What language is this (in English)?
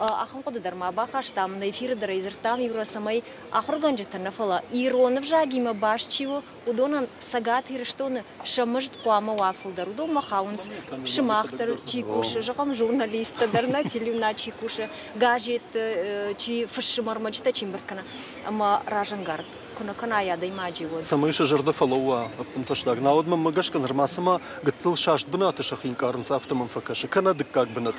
Ossetic